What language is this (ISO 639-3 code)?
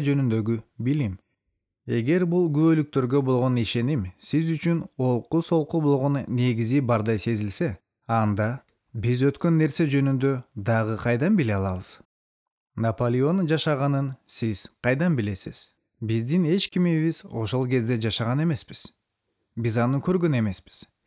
kir